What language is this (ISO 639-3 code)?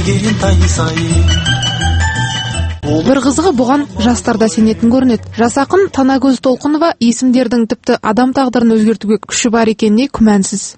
kaz